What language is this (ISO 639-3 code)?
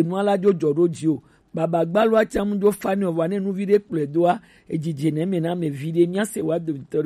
gej